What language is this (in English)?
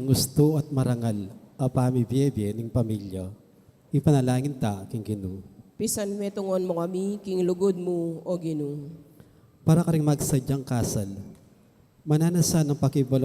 Pampanga